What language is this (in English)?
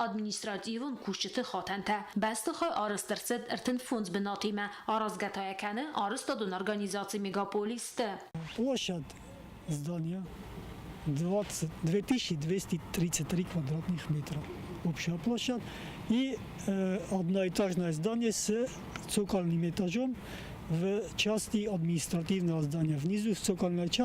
Ossetic